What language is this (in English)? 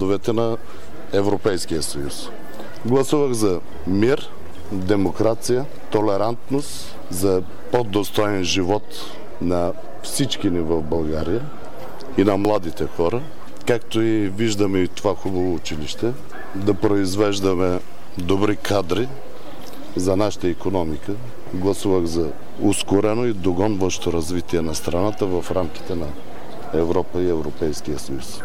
Bulgarian